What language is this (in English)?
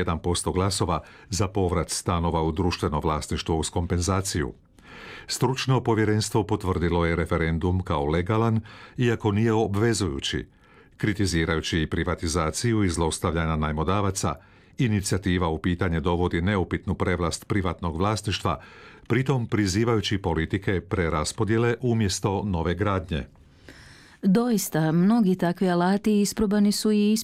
Croatian